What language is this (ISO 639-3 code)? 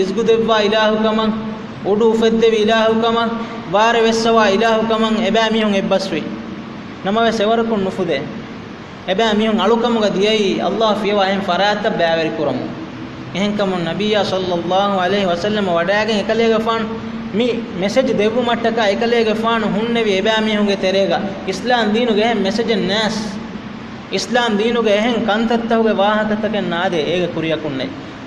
div